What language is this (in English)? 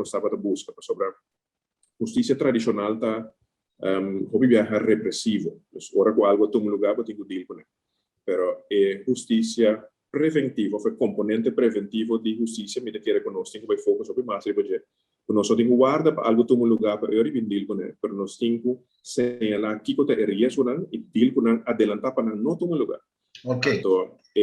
Papiamento